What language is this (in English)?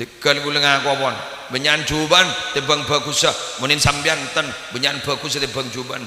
Madurese